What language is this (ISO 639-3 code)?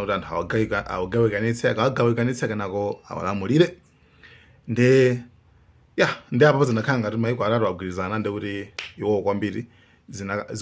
nya